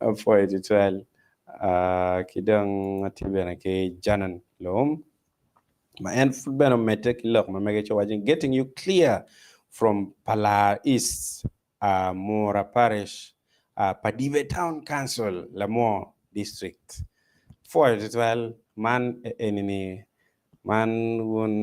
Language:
Acoli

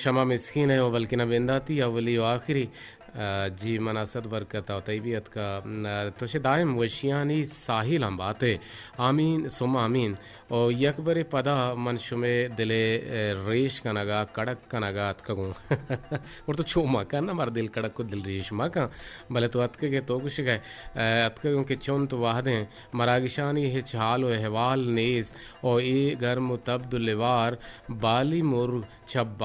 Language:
Eastern Balochi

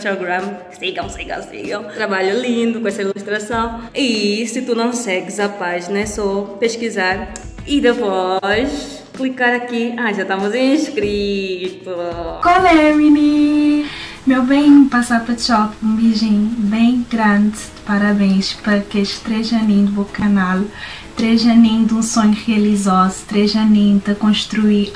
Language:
Kabuverdianu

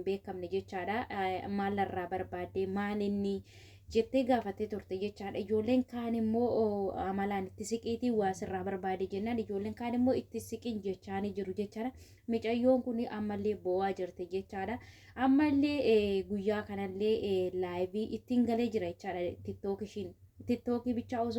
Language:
Oromo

